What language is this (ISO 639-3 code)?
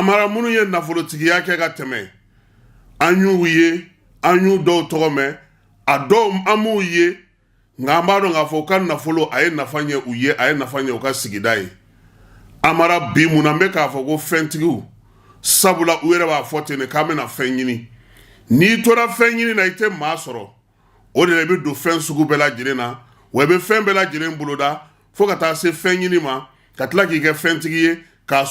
bam